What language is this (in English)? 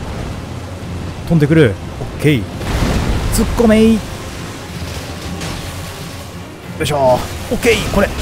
Japanese